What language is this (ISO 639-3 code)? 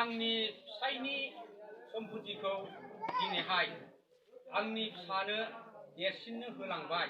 brx